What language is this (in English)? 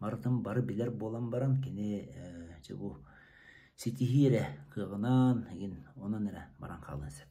Yakut